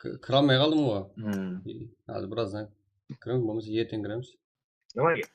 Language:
Kara-Kalpak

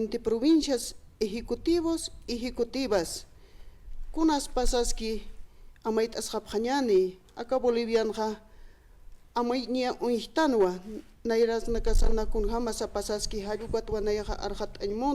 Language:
Aymara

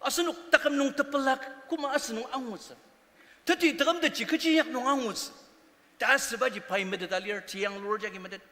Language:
Ao Naga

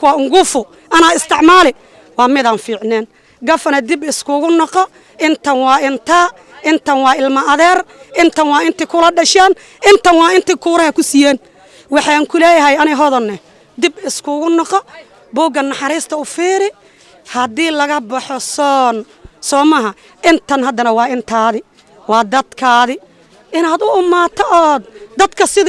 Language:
Somali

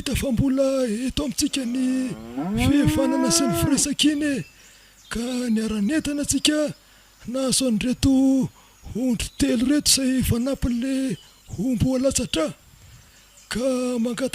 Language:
Malagasy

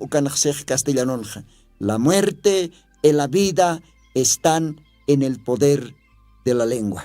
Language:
Aymara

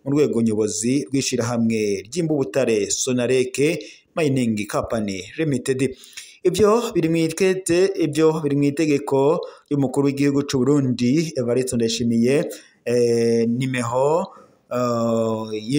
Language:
Rundi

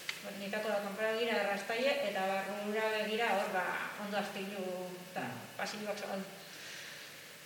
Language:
Basque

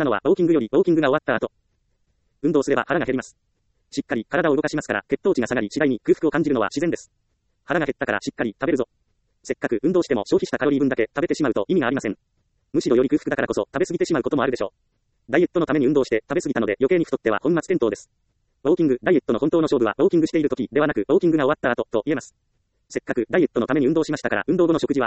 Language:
Japanese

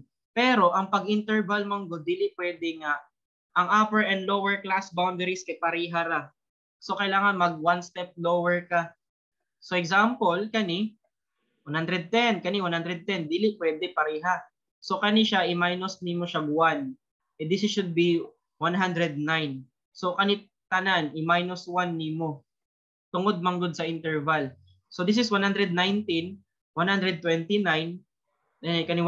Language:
Cebuano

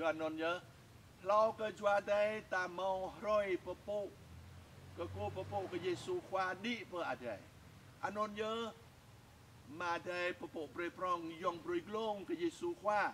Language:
Jarai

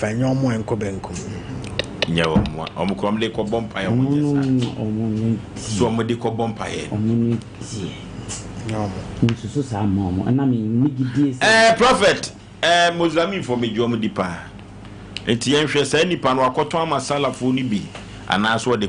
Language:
Akan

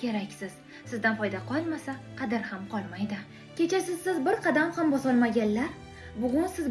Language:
Uzbek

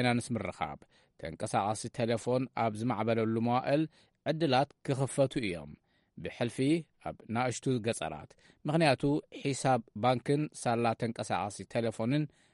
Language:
Tigrinya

